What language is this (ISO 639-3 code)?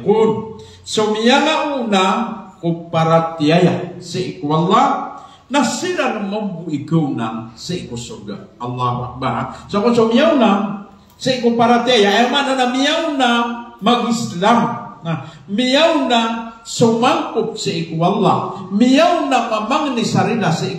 mrw